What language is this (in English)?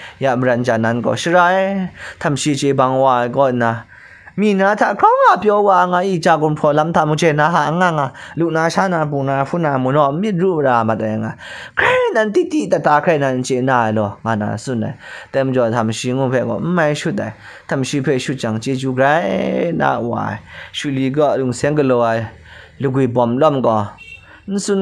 Kachin